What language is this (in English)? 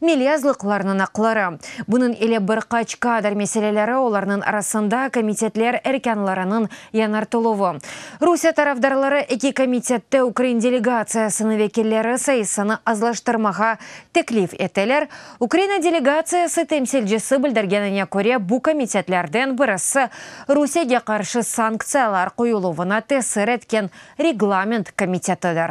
Crimean Tatar